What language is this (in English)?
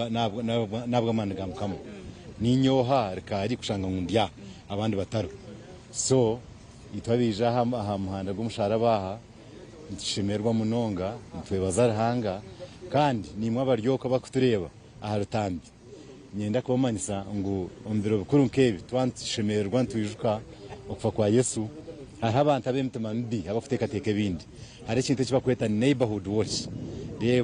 Nyankole